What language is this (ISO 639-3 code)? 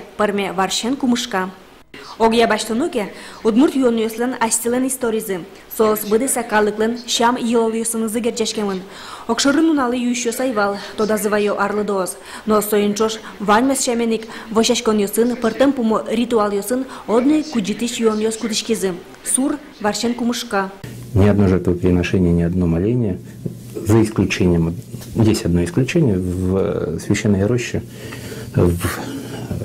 udm